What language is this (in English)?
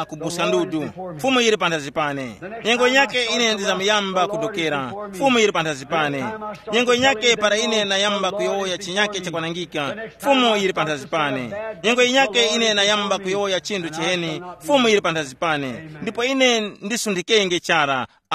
Tumbuka